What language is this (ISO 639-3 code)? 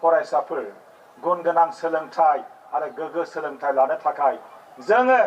brx